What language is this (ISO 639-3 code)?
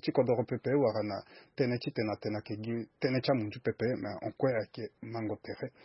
sag